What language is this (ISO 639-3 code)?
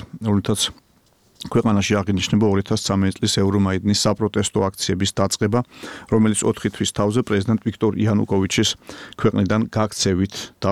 kat